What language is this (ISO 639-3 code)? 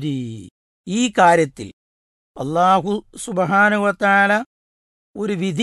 mal